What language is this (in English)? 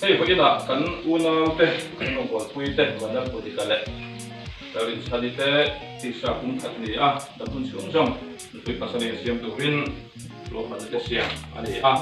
Mizo